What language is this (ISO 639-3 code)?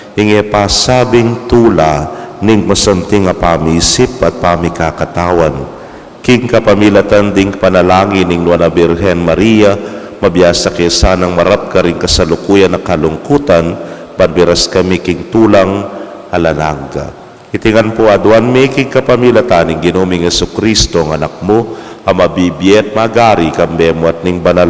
pam